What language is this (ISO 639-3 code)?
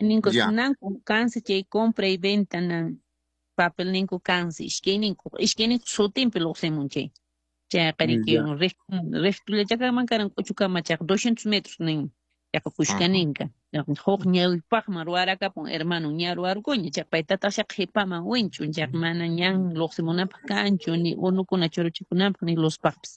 que